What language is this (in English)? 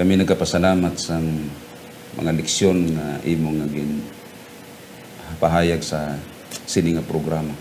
Hiligaynon